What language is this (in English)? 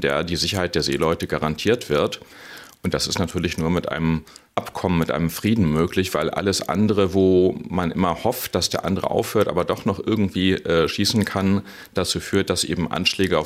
German